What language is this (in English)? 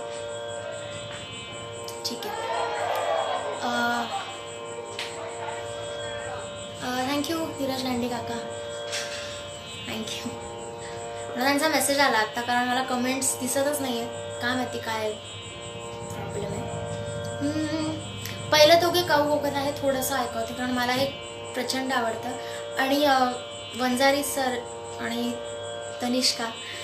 Marathi